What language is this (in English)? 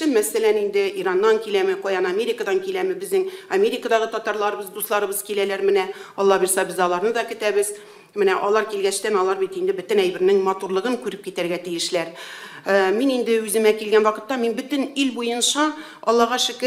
Tatar